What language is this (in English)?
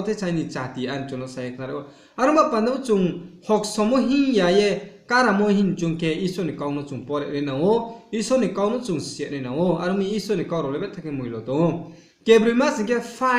Riang (India)